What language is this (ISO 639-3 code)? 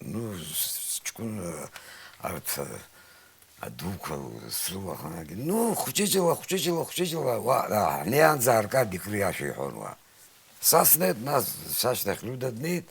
abk